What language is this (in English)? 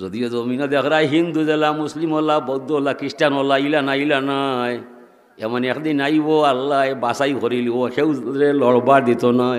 Sylheti